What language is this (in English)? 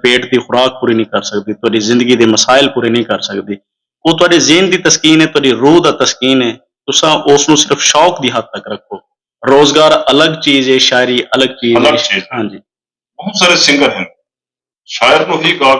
Saraiki